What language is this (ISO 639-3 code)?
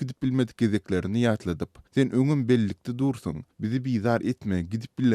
tuk